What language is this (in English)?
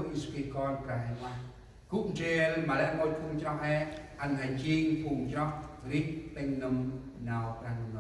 Central Mnong